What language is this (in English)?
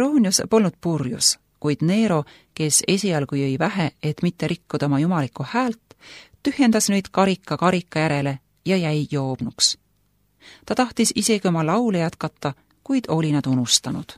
Estonian